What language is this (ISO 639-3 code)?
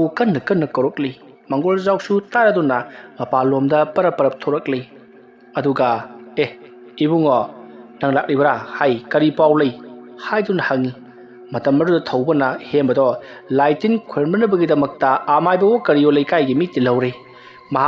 mni